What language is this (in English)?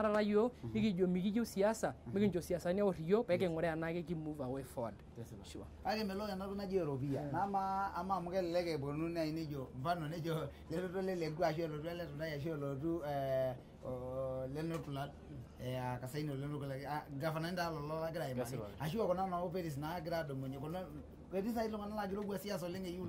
Masai